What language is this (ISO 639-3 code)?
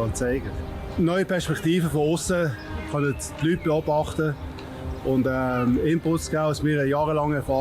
gsw